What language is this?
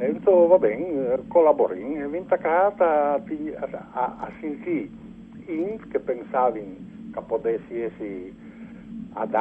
Friulian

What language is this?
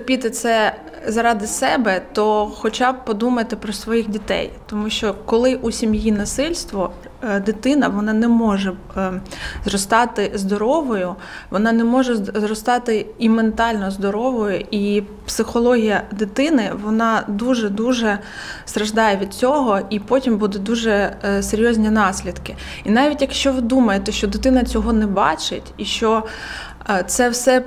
Ukrainian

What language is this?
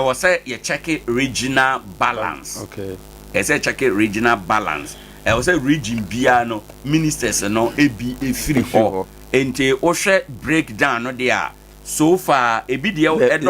Akan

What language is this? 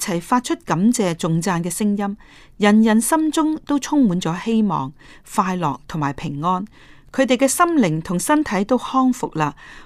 Cantonese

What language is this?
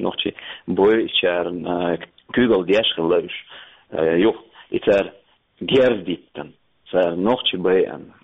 Chechen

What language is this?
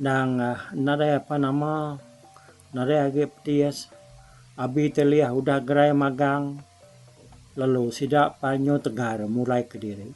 Iban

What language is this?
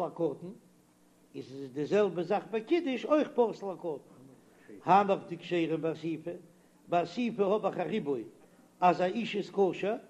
Yiddish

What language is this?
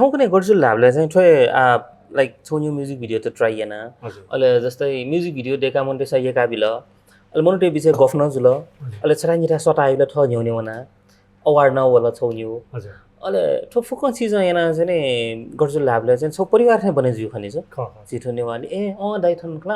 Newari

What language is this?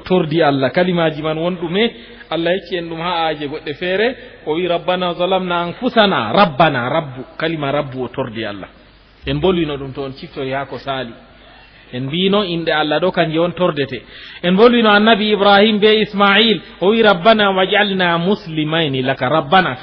Fula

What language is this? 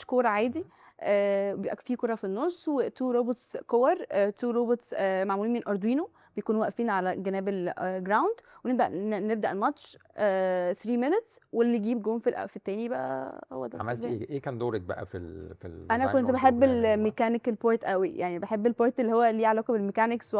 Egyptian Arabic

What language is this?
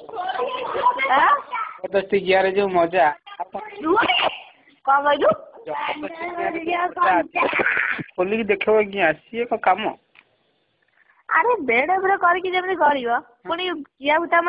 Odia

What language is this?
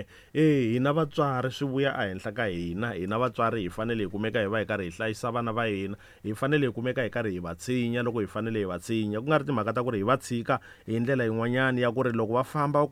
Tsonga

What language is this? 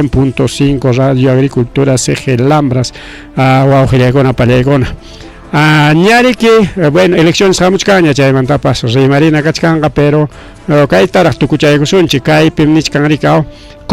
Ayacucho Quechua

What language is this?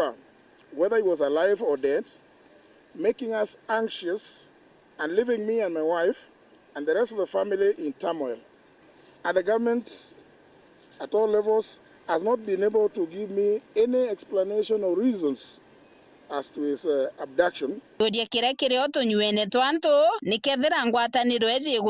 Meru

